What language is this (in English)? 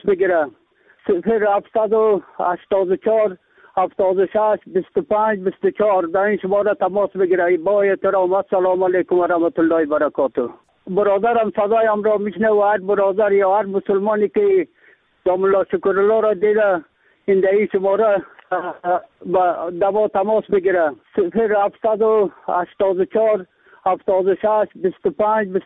Persian